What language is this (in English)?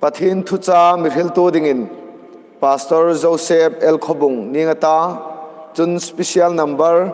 Hmar